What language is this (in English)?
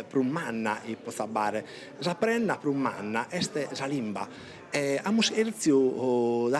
Sardinian